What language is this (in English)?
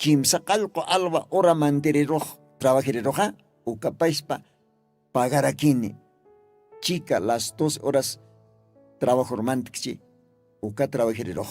Aymara